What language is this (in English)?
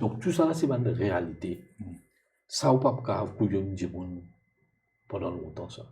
Morisyen